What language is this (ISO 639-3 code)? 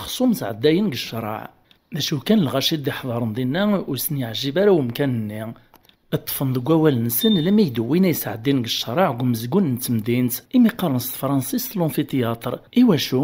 kab